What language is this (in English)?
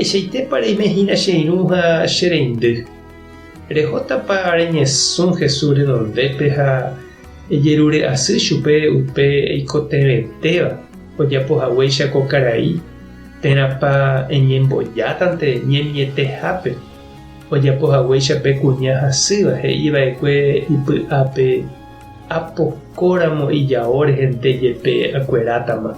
Guarani